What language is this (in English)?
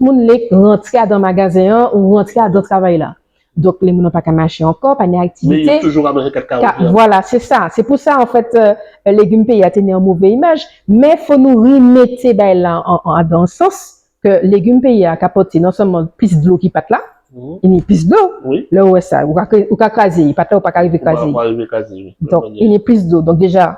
Guadeloupean Creole French